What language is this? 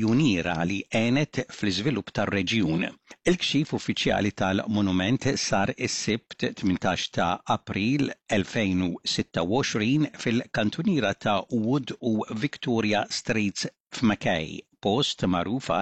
Maltese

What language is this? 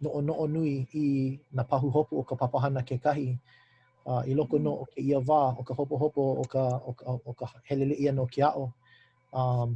Hawaiian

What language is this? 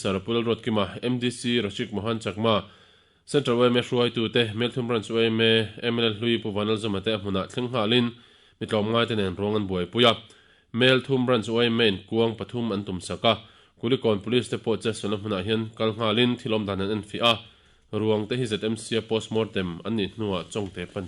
Mizo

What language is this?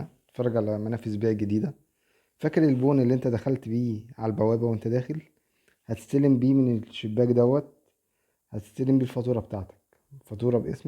Egyptian Arabic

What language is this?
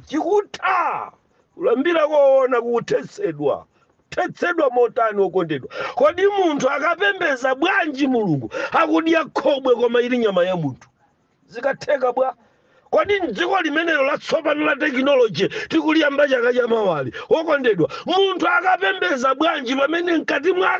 Nyanja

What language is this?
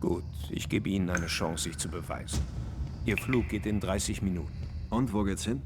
Bavarian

